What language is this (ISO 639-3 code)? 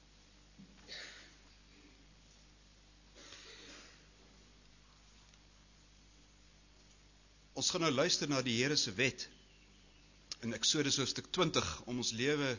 afr